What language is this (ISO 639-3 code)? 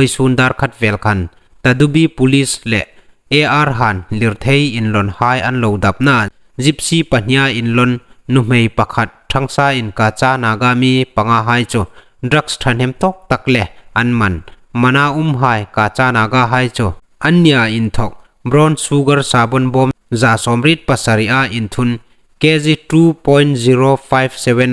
hmr